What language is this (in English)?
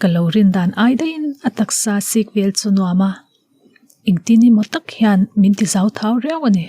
Mizo